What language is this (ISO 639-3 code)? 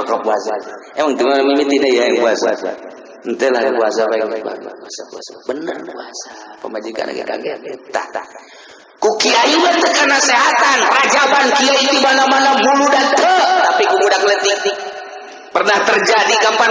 sun